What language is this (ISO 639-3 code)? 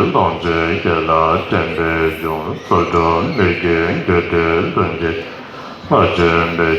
bod